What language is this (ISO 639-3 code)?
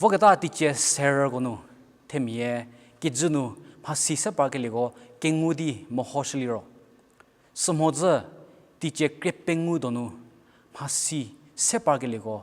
njm